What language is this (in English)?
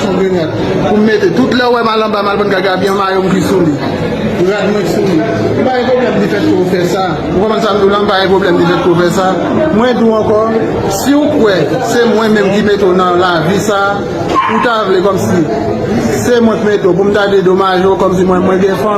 Haitian Creole